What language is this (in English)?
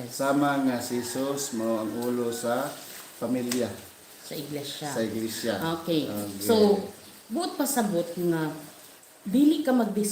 Cebuano